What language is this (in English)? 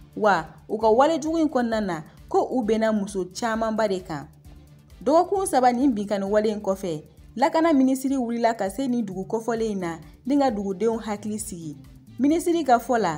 Bambara